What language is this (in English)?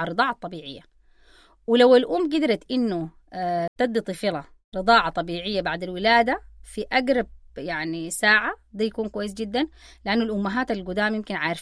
Sudanese Arabic